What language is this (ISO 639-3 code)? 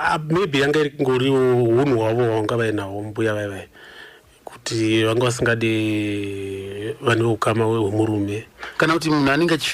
sna